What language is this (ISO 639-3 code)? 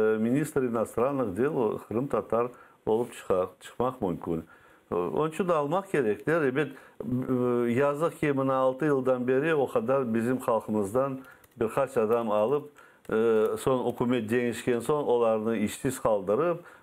crh